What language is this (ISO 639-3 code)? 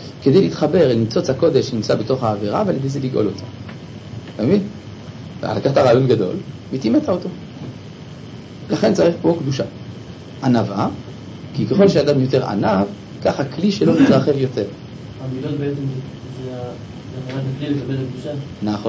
heb